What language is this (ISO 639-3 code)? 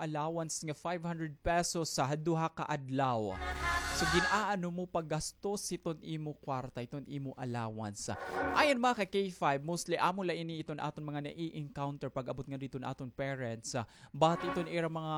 war